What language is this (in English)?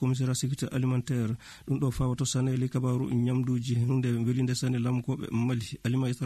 Maasina Fulfulde